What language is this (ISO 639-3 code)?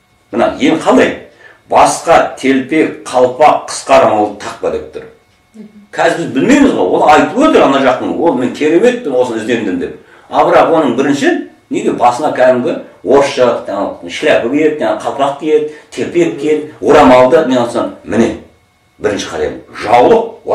kaz